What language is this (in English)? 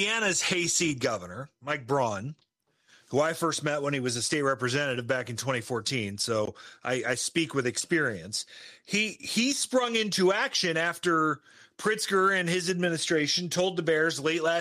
English